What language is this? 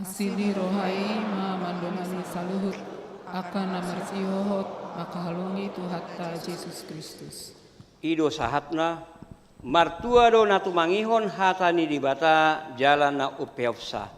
Batak Toba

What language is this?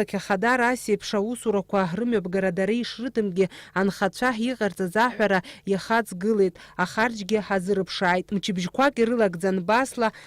Abkhazian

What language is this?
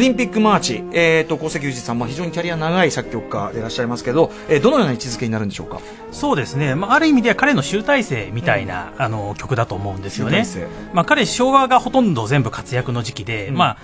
Japanese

